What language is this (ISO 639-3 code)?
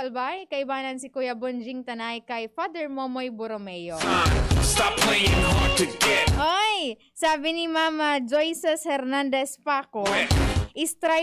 bik